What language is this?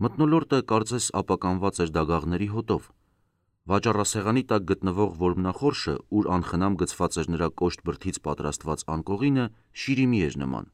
Armenian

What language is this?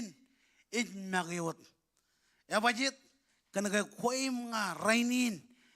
Marshallese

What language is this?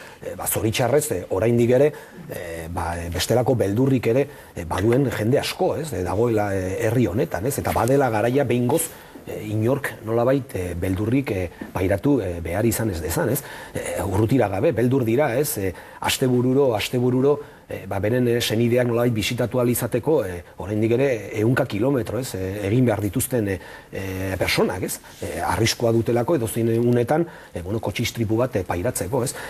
Basque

